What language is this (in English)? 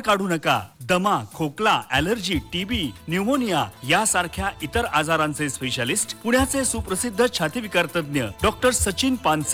Marathi